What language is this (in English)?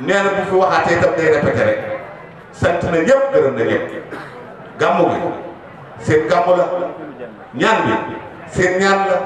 Wolof